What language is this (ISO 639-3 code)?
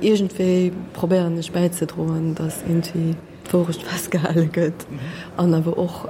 ltz